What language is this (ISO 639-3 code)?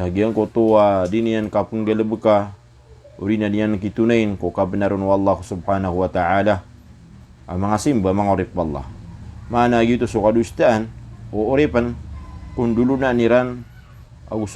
mrw